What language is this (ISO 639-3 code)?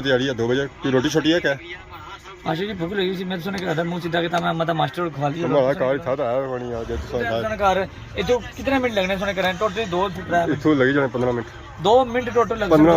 phr